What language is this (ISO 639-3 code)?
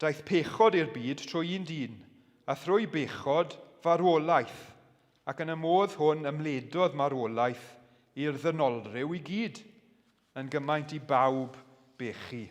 cym